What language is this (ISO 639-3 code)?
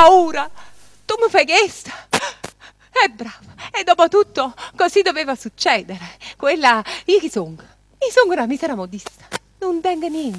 nap